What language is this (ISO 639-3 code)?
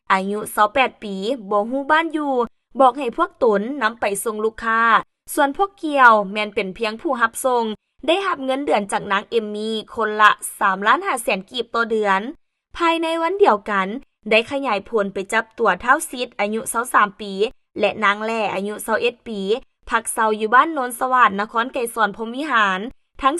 lao